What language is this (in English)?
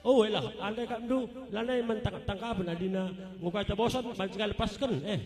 Batak Karo